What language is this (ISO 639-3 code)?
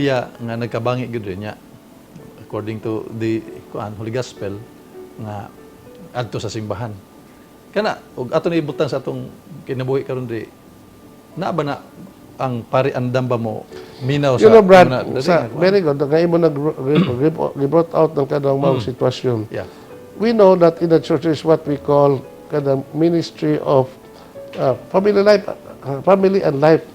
ceb